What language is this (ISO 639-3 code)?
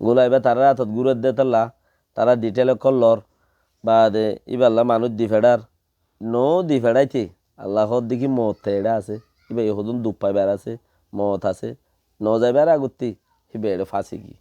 rhg